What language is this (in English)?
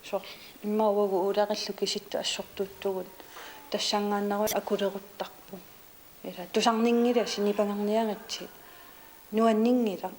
Kalaallisut